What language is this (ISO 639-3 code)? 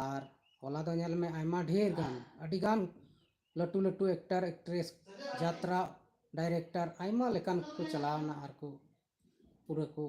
sat